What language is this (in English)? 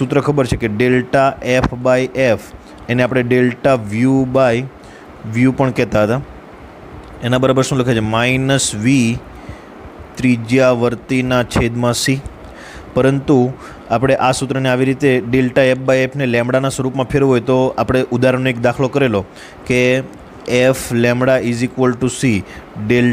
Gujarati